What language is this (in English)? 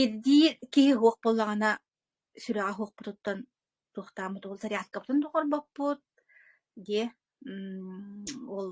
Yakut